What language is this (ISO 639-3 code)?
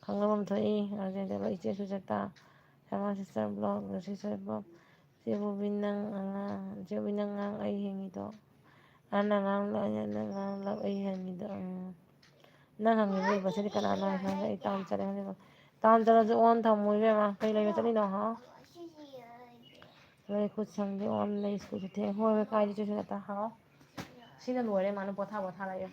mni